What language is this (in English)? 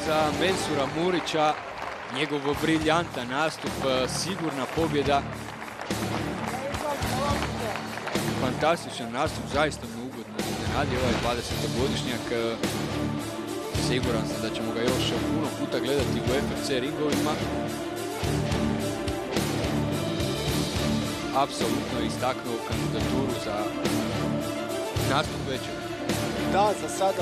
Croatian